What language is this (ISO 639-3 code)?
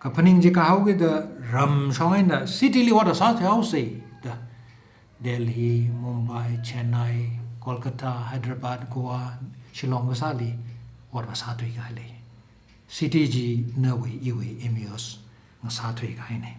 nmf